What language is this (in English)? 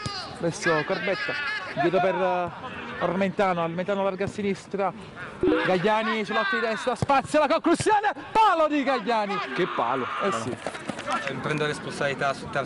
Italian